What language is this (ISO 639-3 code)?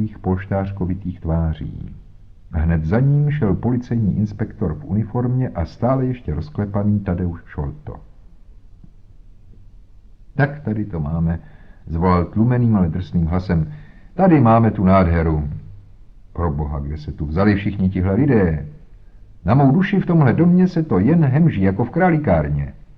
ces